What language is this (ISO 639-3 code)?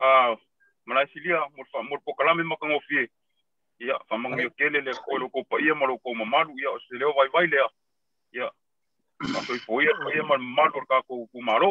smo